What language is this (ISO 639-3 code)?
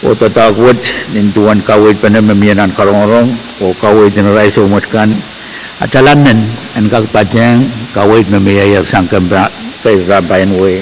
pon